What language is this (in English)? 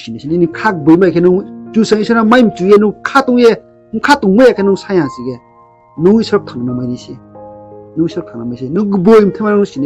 Riang (India)